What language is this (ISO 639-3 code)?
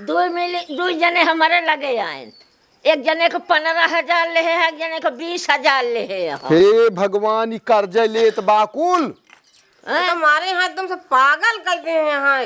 awa